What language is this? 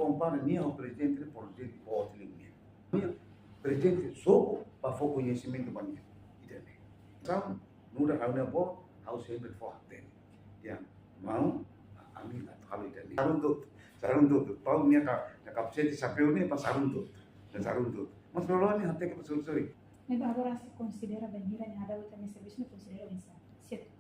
Tetum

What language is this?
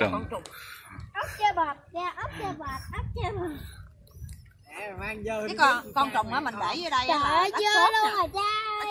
Vietnamese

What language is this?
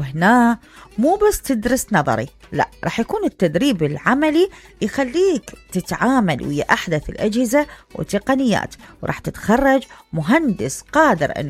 Mesopotamian Arabic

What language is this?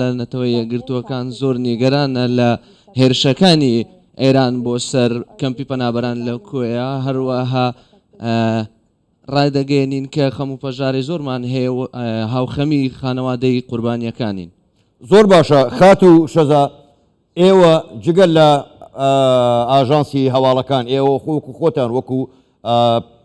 Central Kurdish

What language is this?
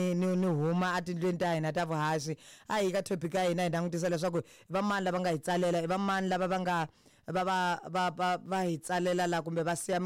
Tsonga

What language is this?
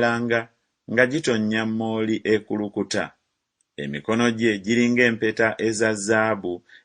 Ganda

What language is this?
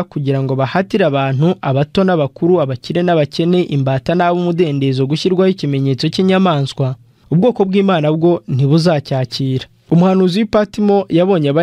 Kinyarwanda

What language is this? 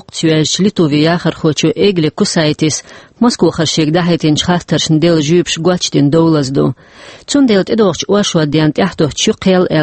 Chechen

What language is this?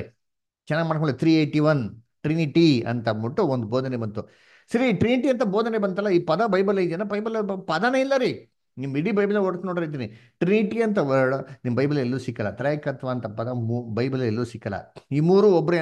Kannada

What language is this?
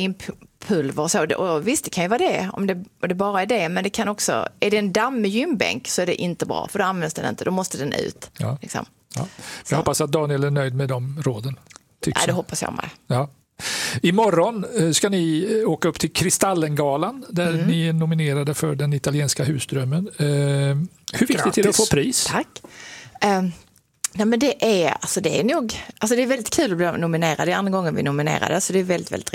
Swedish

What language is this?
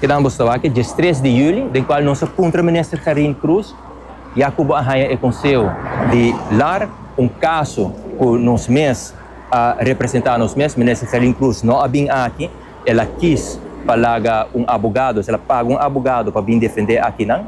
Papiamento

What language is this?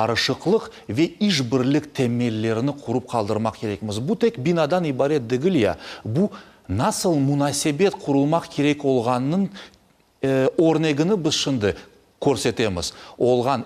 Crimean Tatar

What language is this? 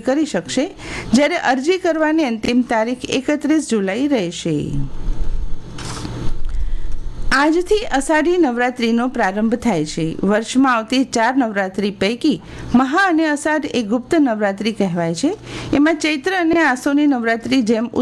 Gujarati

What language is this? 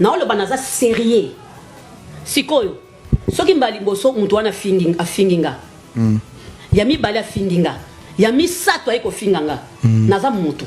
Lingala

